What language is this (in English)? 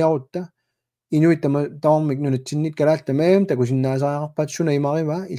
Kalaallisut